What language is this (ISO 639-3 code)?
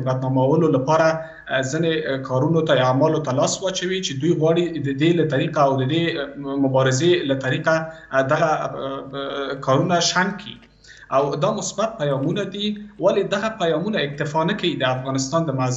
pus